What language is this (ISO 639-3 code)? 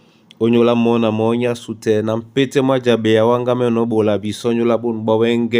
dua